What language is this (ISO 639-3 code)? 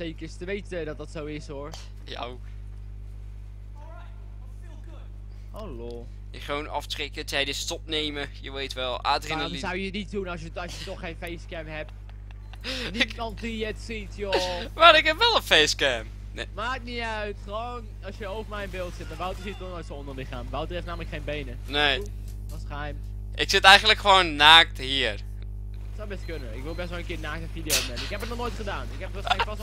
nld